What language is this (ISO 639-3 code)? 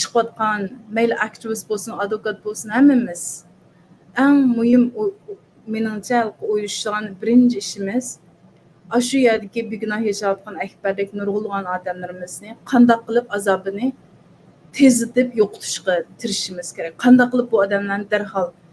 uig